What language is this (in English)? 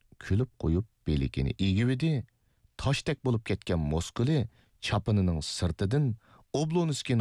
Uyghur